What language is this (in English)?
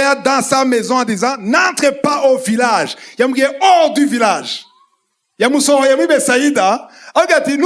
Rundi